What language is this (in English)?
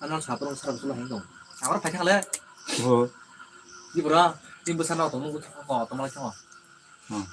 Kok Borok